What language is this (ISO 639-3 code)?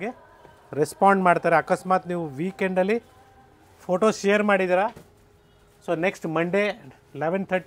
kan